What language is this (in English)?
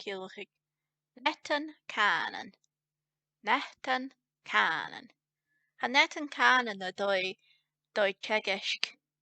Scottish Gaelic